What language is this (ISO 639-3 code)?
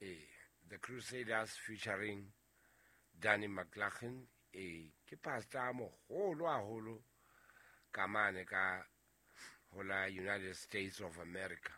sot